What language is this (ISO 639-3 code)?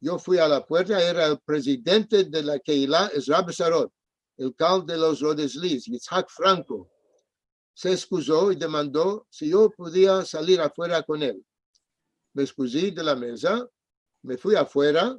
lad